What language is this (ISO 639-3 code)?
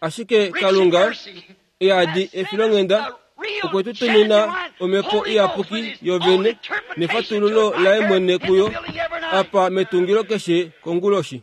kua